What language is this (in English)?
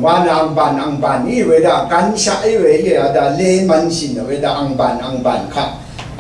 Rawang